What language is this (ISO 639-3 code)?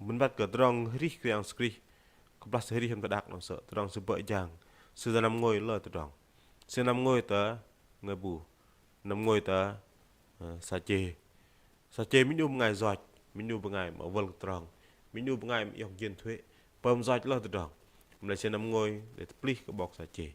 bdq